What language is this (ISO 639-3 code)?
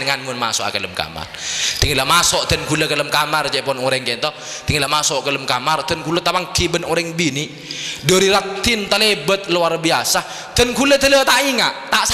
mad